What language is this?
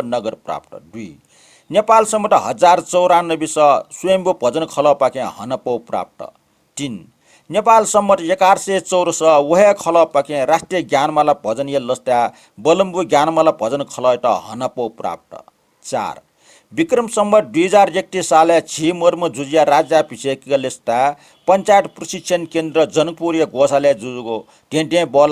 Newari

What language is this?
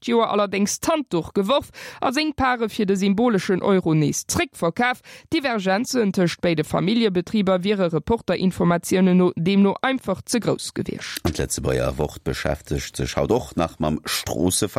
Luxembourgish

